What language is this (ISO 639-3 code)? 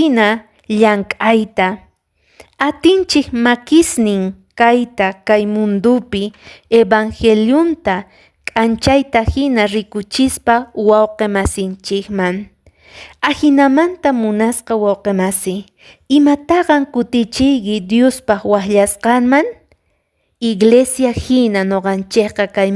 que